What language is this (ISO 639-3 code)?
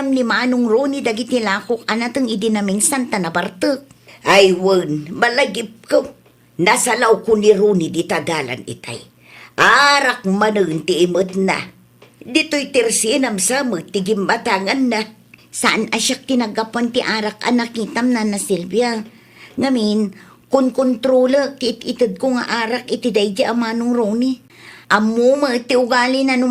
ilo